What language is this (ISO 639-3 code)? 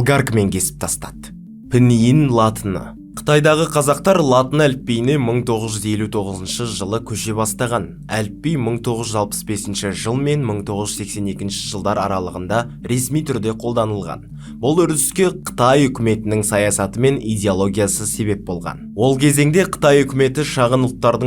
kaz